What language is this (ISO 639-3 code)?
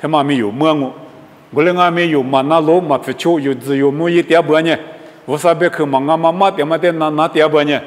lis